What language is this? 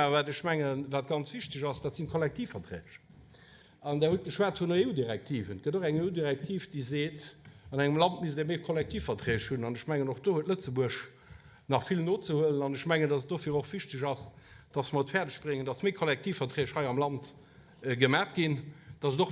Luxembourgish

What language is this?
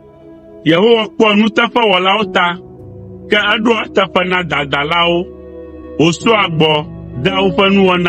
Ewe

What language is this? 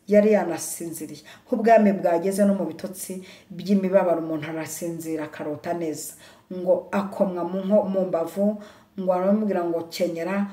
Kinyarwanda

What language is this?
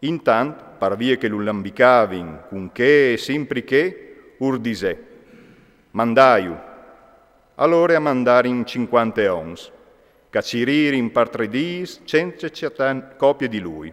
Friulian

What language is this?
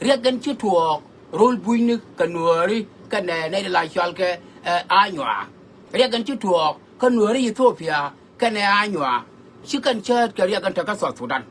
Nuer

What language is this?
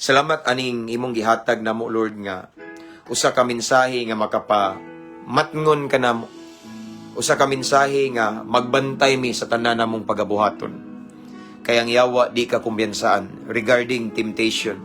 Cebuano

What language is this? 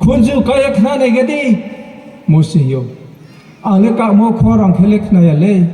Riang (India)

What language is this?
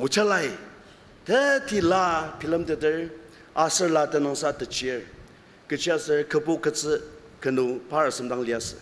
Ao Naga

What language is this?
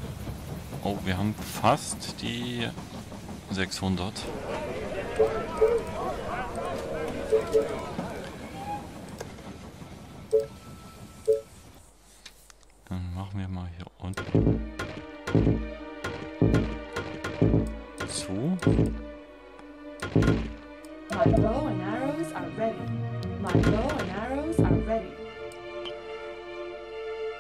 German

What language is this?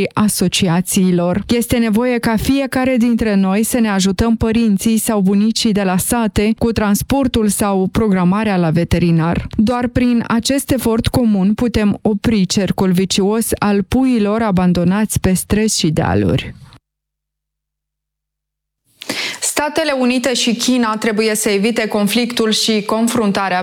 Romanian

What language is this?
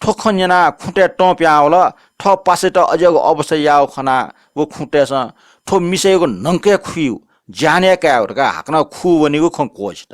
Newari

